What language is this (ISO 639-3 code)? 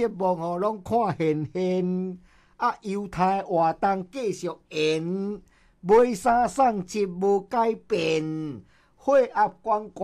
nan